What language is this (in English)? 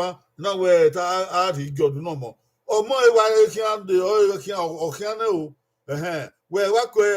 Bini